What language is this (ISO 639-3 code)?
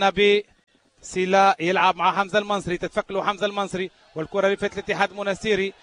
aeb